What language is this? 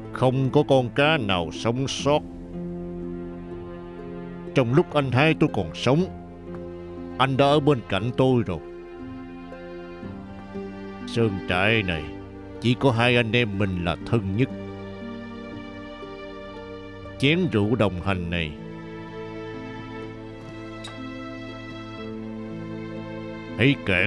Vietnamese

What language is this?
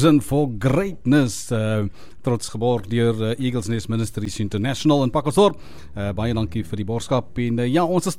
Afrikaans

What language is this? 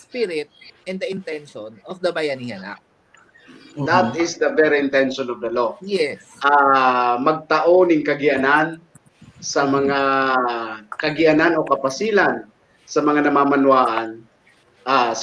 Bikol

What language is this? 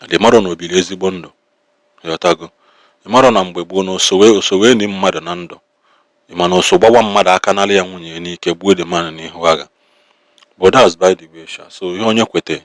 Igbo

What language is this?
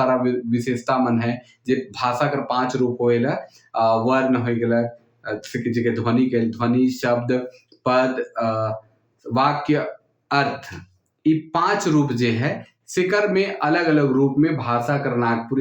Sadri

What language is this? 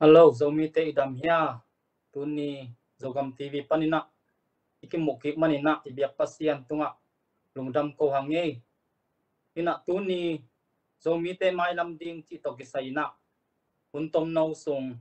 Tedim Chin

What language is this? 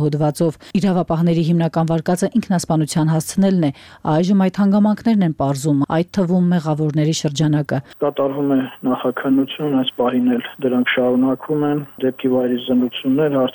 Armenian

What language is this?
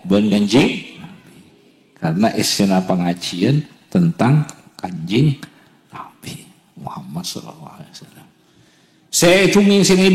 Madurese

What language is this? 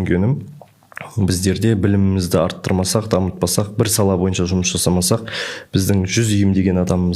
Kazakh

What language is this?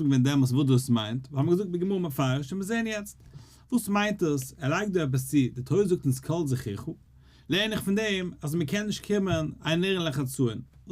Yiddish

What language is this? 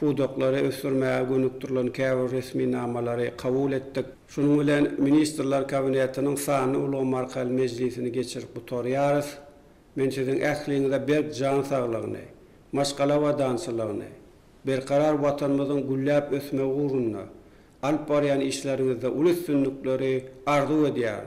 Turkmen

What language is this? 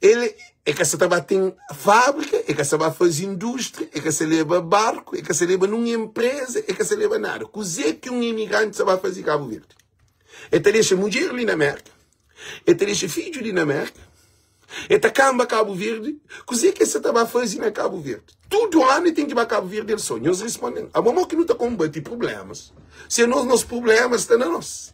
Kabuverdianu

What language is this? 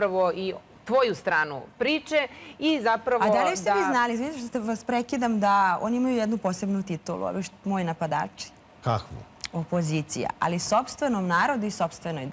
Serbian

